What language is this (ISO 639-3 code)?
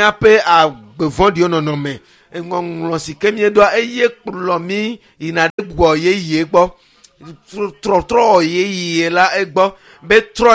ewe